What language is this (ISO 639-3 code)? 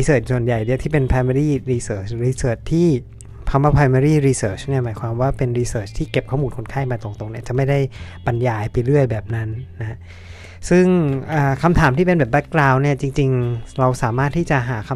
tha